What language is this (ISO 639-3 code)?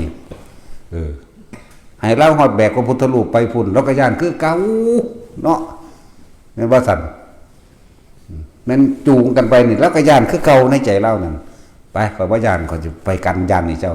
tts